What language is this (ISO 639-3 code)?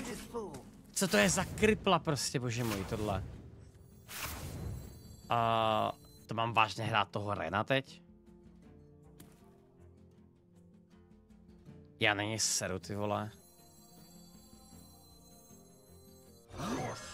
ces